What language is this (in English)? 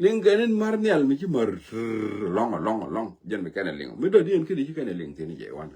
Nuer